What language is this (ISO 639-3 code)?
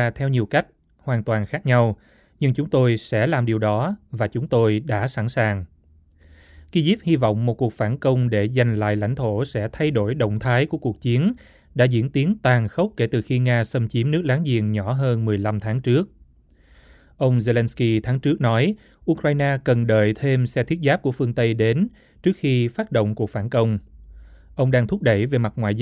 vie